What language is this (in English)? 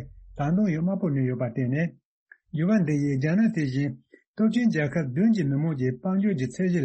Tibetan